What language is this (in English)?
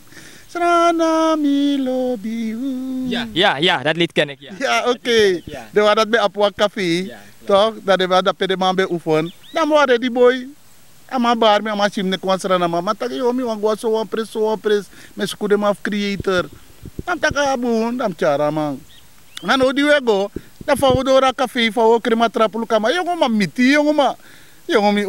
Sranan Tongo